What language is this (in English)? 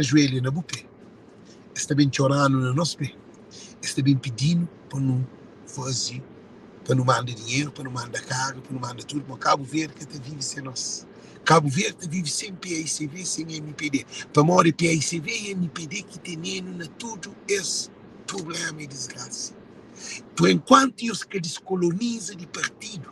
Kabuverdianu